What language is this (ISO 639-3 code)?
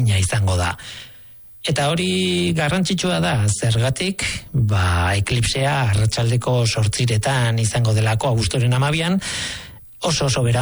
eus